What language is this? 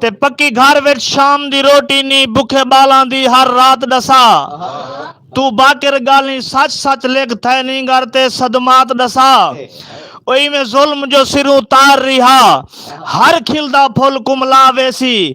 Saraiki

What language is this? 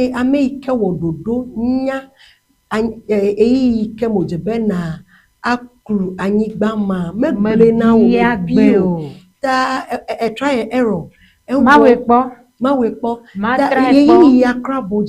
Ewe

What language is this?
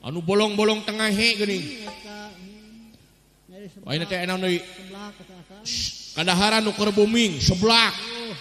Sundanese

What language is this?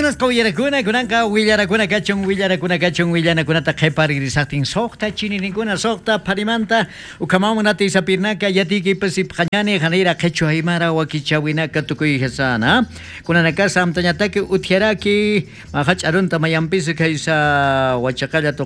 South Bolivian Quechua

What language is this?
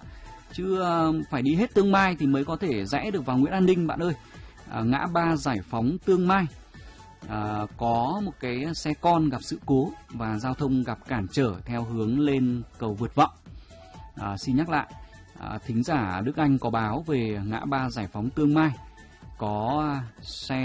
Vietnamese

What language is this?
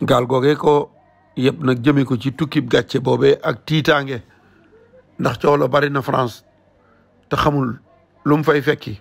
Wolof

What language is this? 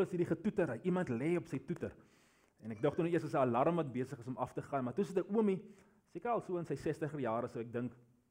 Afrikaans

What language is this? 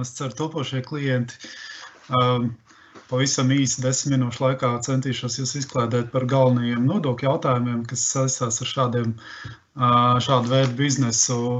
Latvian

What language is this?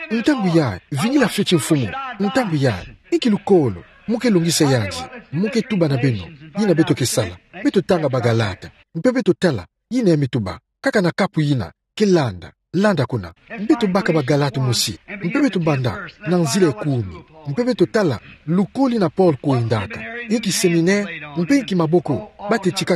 Kituba (Democratic Republic of Congo)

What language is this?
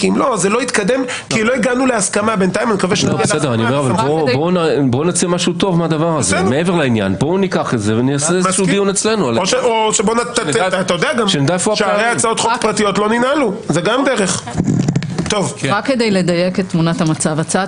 Hebrew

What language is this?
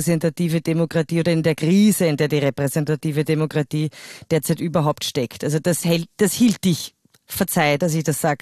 German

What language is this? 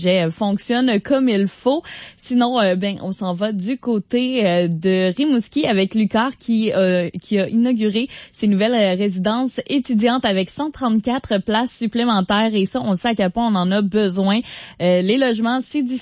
French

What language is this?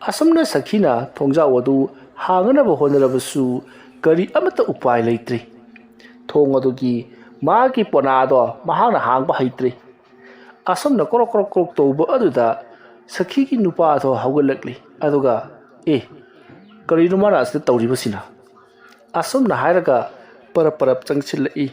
Manipuri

